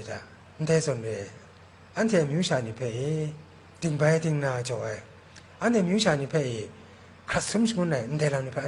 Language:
Kachin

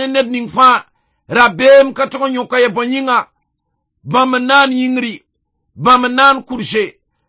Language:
Mossi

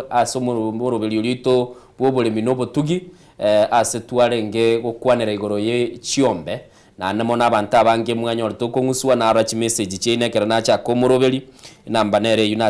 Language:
Gusii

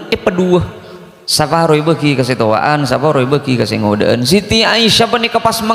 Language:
Madurese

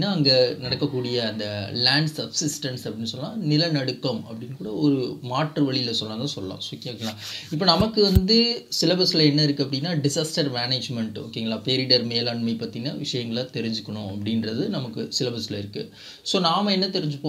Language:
Tamil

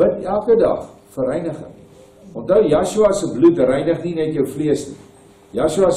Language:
Afrikaans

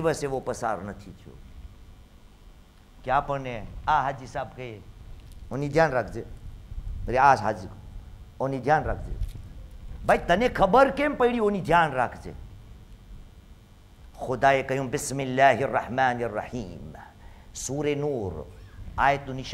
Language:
Gujarati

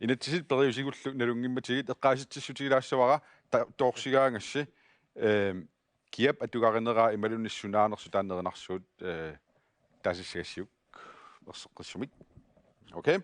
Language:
Kalaallisut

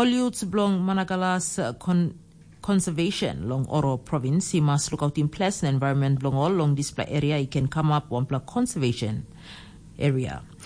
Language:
Tok Pisin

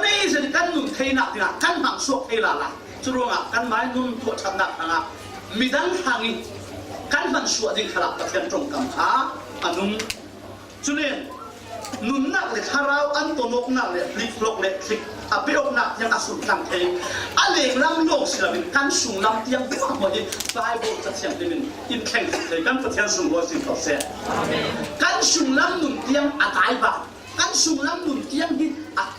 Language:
Falam Chin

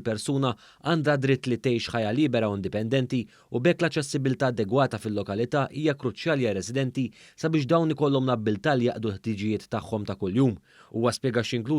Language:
Maltese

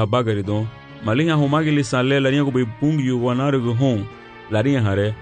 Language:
Garifuna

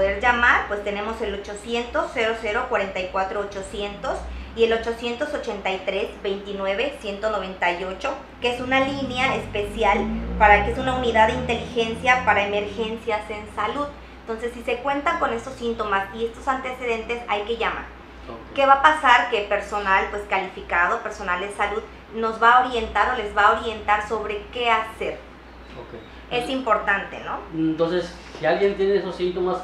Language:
Spanish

